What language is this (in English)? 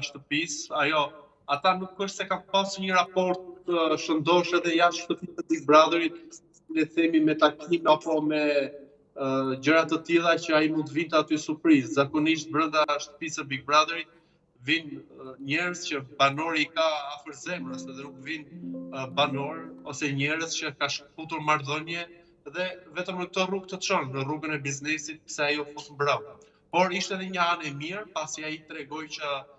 Albanian